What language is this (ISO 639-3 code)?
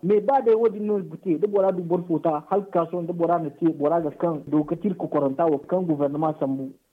dje